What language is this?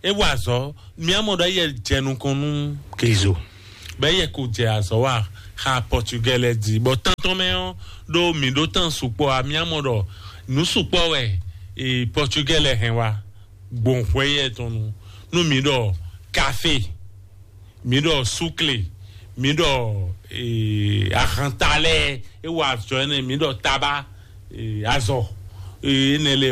Fon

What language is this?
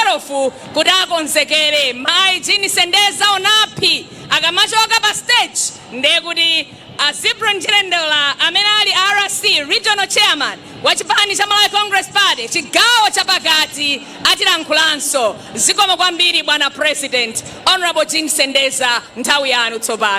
Nyanja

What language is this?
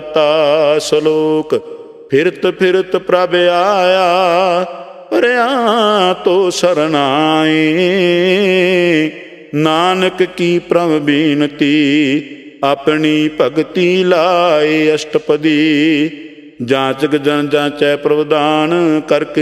Punjabi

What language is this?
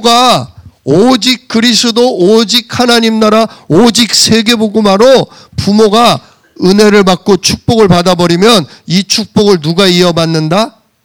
Korean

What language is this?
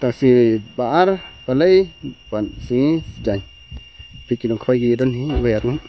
Khasi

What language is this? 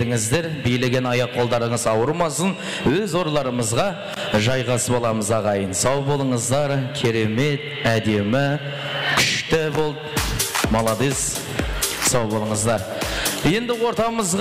Kara-Kalpak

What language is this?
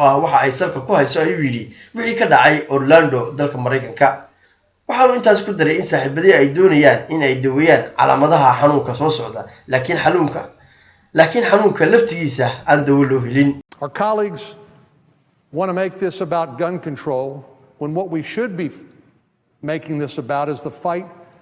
Somali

